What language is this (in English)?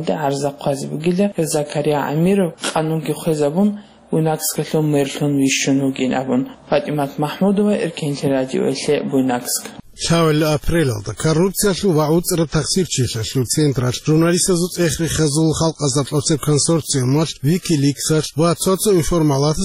Avaric